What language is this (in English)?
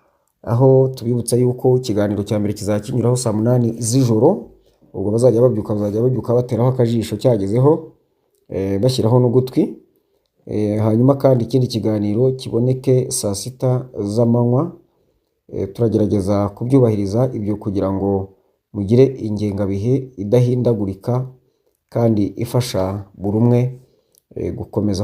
Kinyarwanda